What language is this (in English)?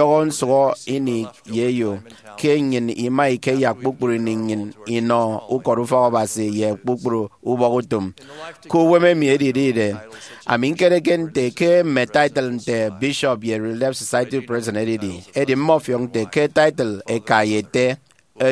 Efik